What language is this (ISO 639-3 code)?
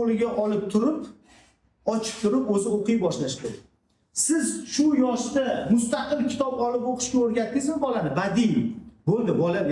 uzb